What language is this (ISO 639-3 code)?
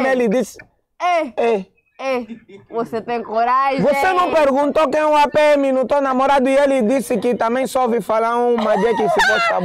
por